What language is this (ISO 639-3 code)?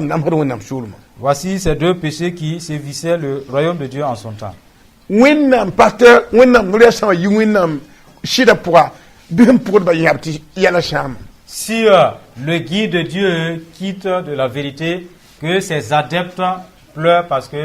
mos